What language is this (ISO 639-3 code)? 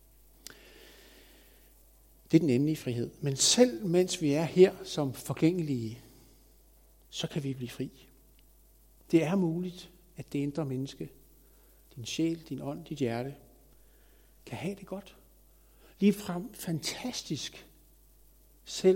dan